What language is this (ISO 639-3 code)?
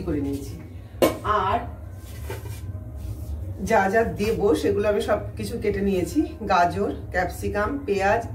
ben